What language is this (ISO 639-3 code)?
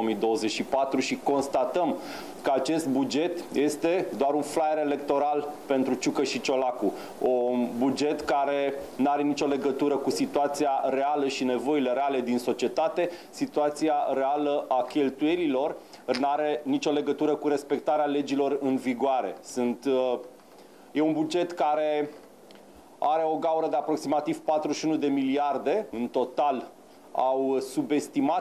ron